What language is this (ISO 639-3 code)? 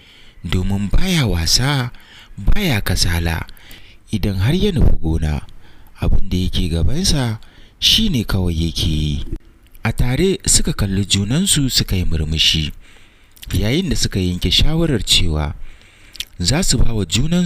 hau